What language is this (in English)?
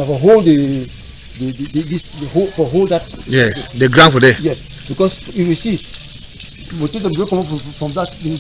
Cameroon Pidgin